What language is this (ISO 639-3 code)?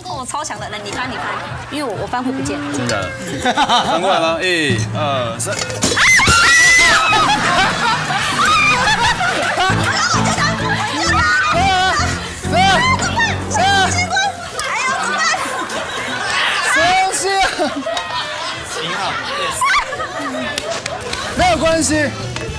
zho